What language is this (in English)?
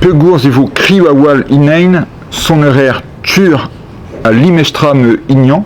Breton